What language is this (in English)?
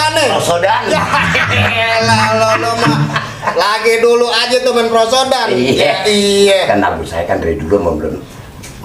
Betawi